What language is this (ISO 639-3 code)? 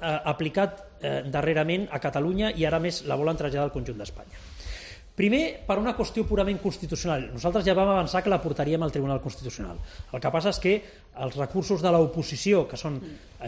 cat